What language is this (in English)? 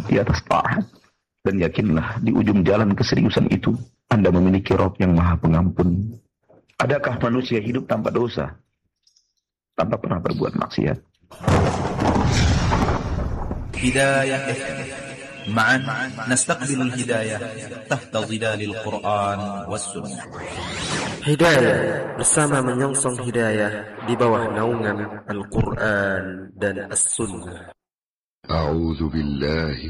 Indonesian